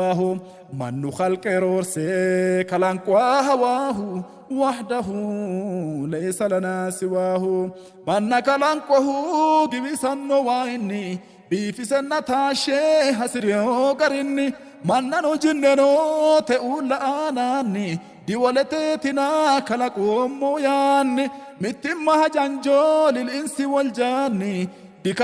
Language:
Sidamo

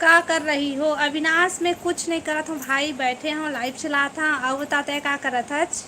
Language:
Chhattisgarhi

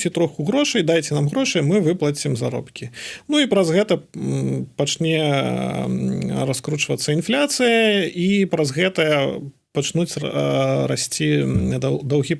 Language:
Belarusian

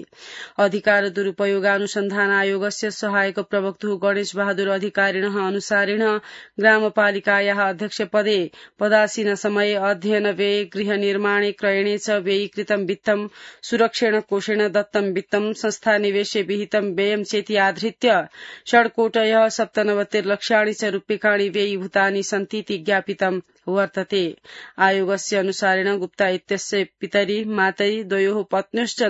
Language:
Sanskrit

